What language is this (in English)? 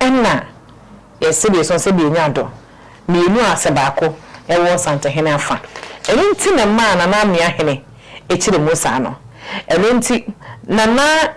Akan